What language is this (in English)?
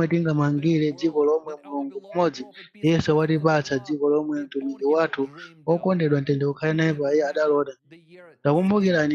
Nyanja